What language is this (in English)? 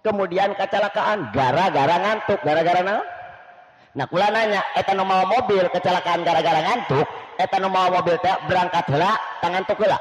Sundanese